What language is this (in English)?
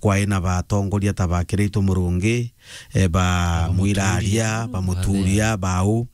Meru